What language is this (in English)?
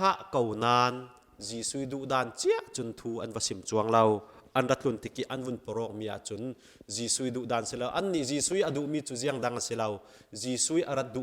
Falam Chin